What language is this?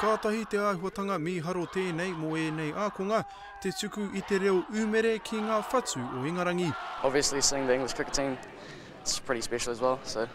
Māori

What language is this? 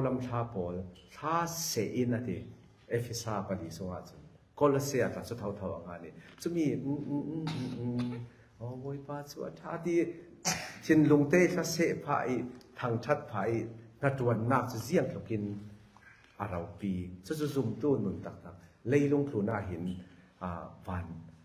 Falam Chin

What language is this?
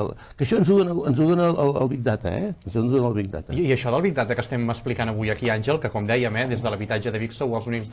Catalan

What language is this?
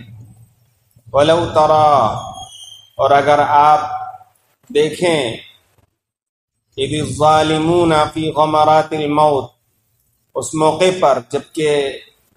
Urdu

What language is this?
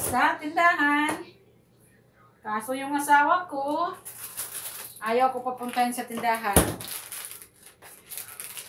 Filipino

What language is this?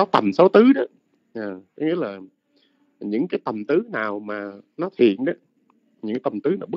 Vietnamese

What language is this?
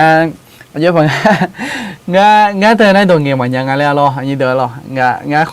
Akha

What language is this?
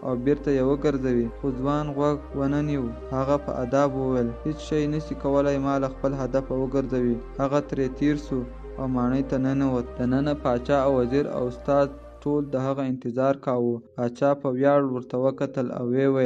Pashto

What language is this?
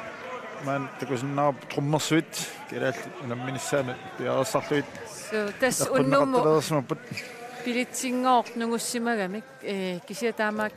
Kalaallisut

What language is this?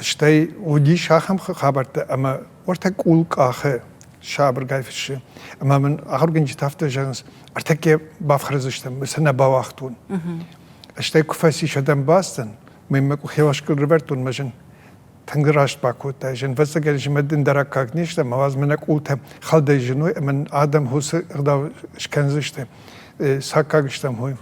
Ossetic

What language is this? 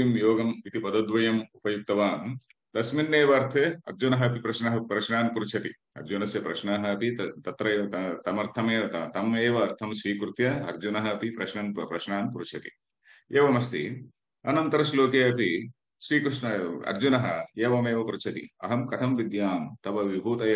Sanskrit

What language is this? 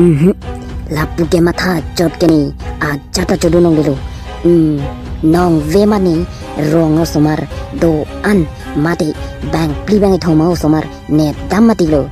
Karbi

